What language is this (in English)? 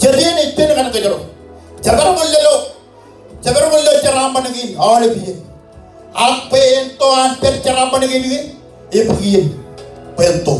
Marshallese